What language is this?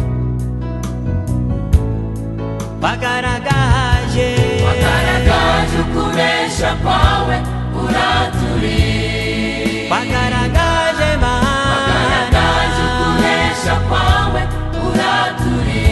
Kinyarwanda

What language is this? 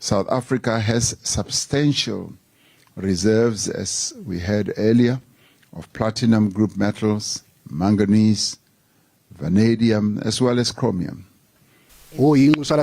Zulu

